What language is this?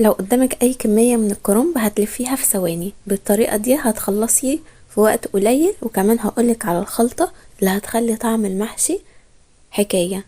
Egyptian Arabic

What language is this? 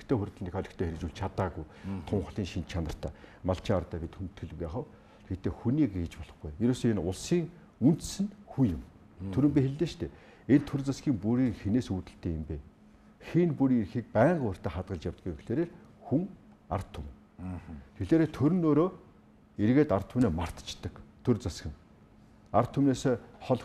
Mongolian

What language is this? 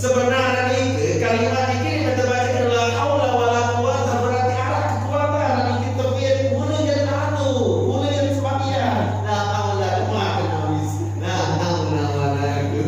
Sasak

